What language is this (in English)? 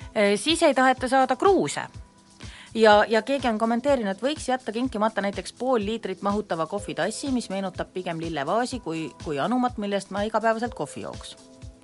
Estonian